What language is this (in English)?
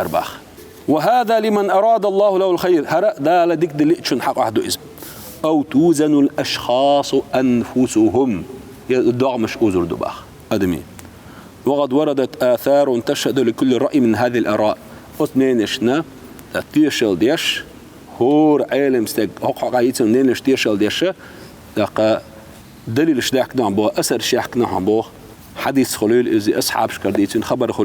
Chechen